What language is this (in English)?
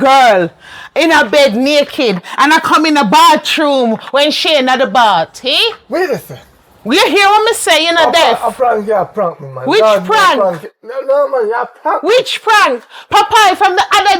Jamaican Creole English